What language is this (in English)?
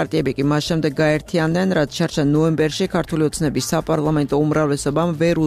Georgian